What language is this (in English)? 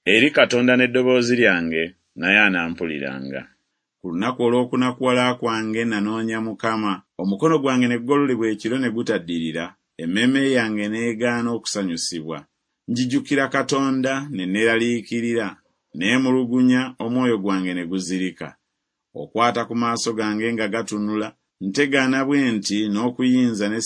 Ganda